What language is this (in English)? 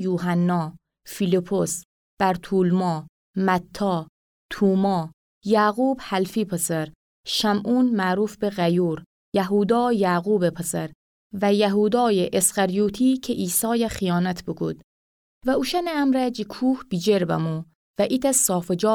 Gilaki